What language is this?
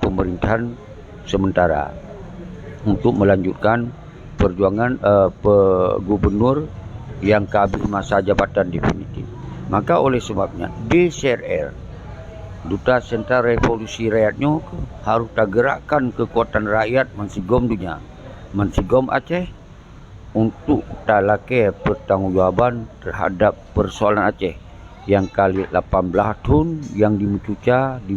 Achinese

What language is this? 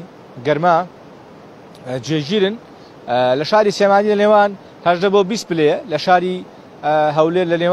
Central Kurdish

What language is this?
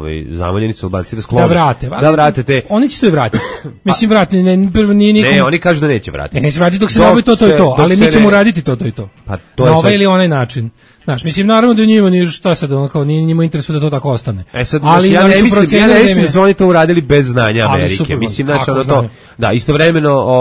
Serbian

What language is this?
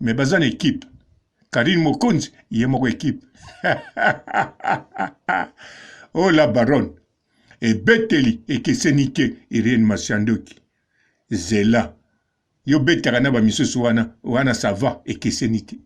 Lingala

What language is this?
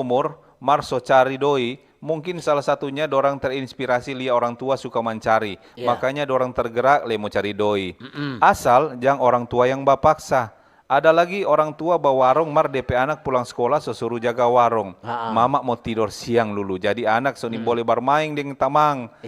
Manado Malay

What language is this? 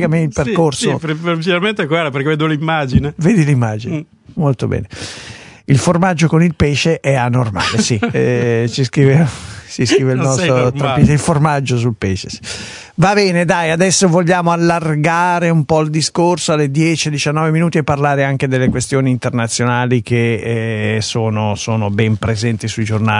Italian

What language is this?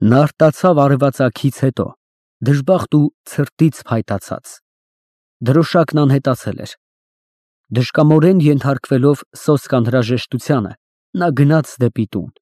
Armenian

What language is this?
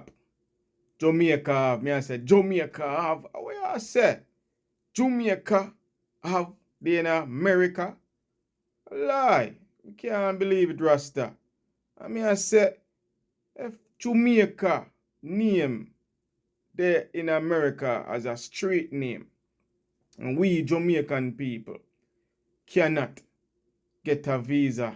Jamaican Creole English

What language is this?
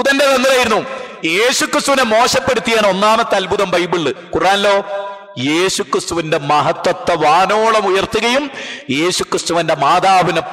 Malayalam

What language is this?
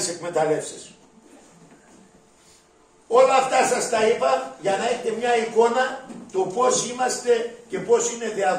Greek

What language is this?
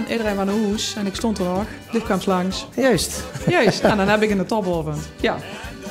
Limburgish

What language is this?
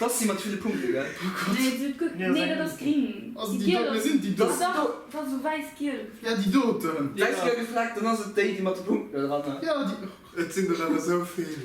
Luxembourgish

